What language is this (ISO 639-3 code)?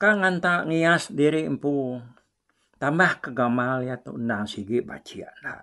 iba